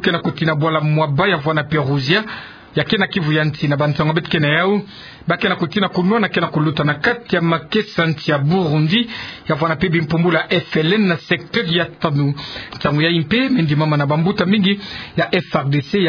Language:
Kituba (Democratic Republic of Congo)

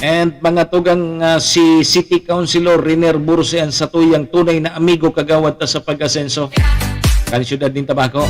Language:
Bikol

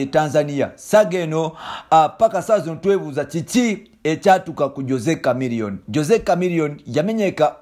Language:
Ganda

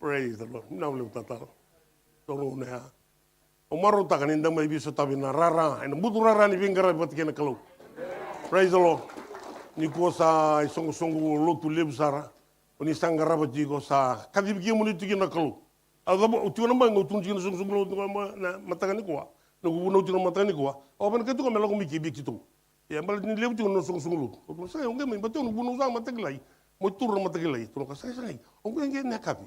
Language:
Fijian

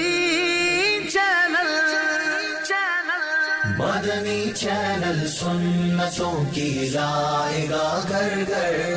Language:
Urdu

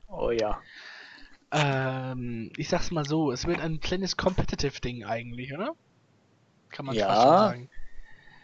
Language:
German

